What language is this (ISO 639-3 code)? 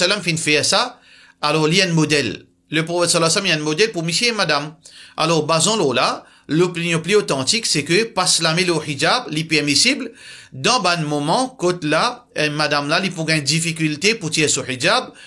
mfe